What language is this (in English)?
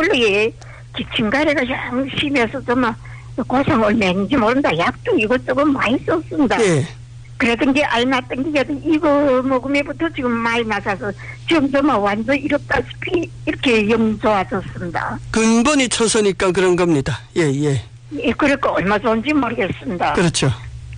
Korean